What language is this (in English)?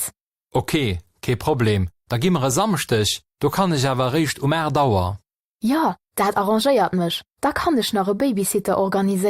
Luxembourgish